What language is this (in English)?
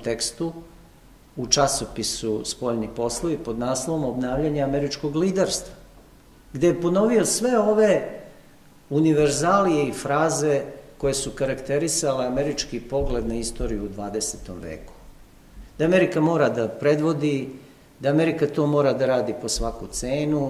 Serbian